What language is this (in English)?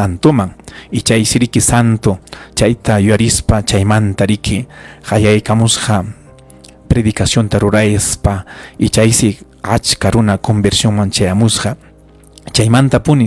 Ayacucho Quechua